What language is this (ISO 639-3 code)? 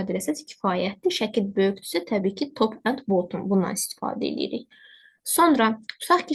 aze